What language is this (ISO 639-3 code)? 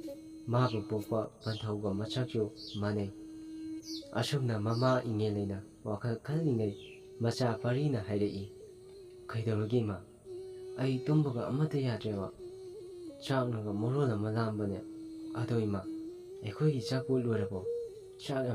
mni